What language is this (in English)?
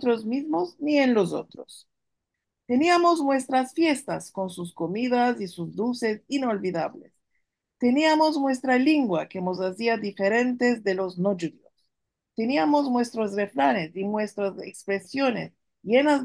Ladino